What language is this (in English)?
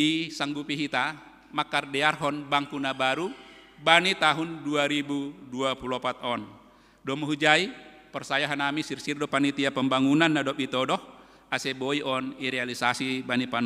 Batak Simalungun